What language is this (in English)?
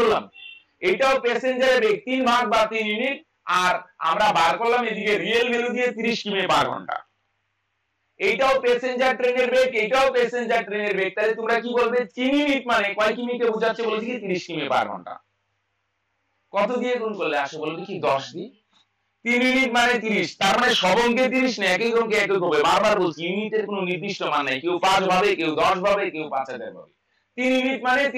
Bangla